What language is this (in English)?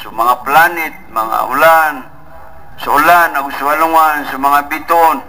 Maranao